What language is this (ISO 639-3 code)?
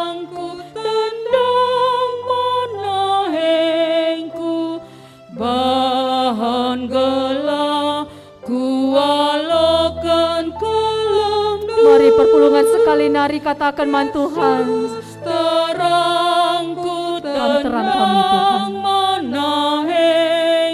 btx